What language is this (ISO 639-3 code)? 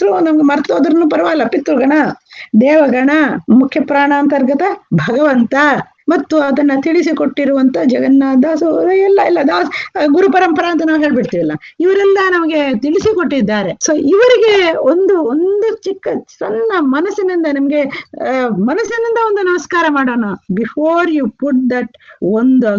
kan